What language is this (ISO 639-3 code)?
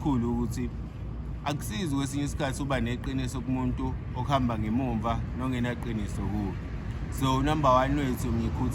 zul